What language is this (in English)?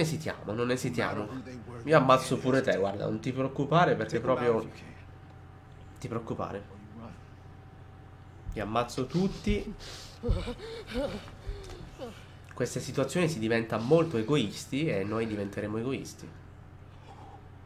Italian